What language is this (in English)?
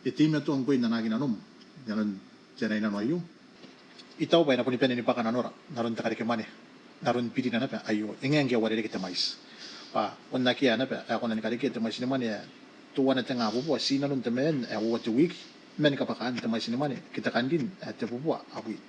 Gilbertese